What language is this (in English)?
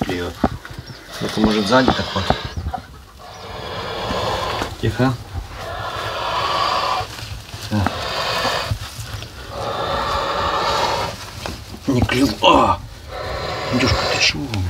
Russian